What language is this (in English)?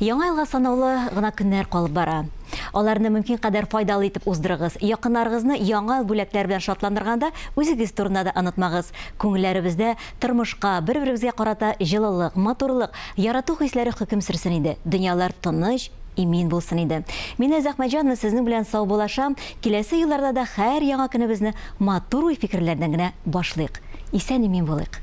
Tatar